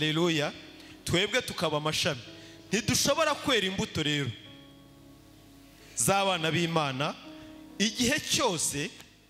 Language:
Kinyarwanda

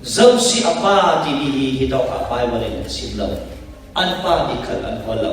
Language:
Falam Chin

